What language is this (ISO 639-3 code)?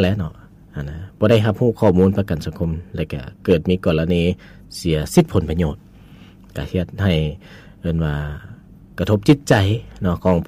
lao